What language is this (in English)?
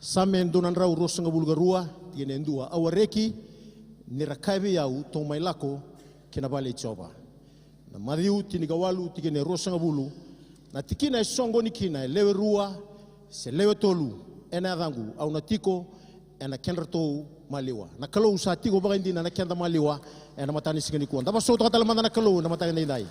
Fijian